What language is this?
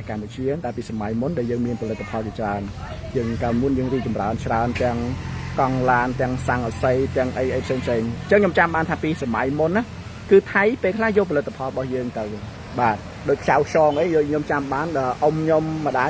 Khmer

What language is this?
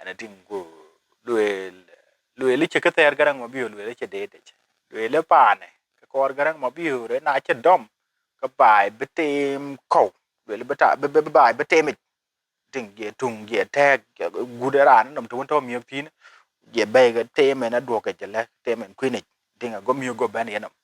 Dinka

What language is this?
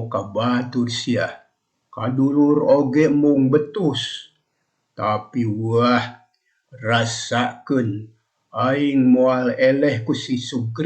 Sundanese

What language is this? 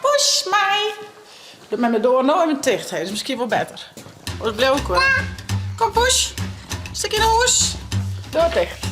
Western Frisian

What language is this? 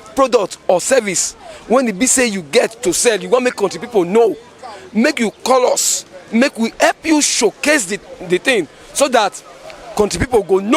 Nigerian Pidgin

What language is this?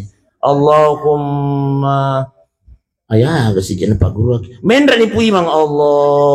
Buginese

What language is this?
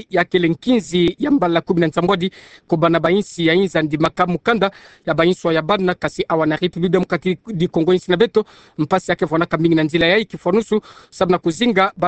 Kituba (Democratic Republic of Congo)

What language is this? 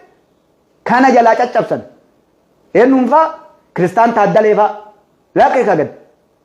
Oromo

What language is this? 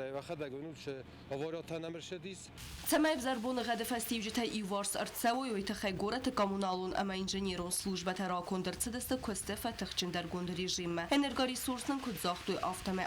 Ossetic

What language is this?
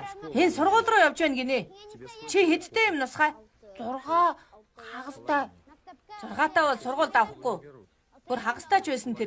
Mongolian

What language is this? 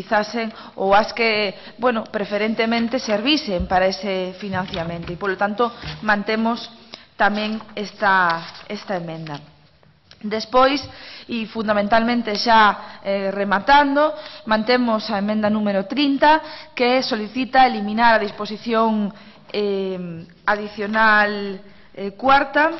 Galician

